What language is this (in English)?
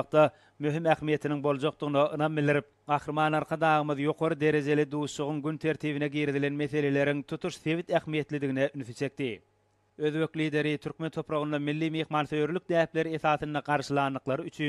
Turkmen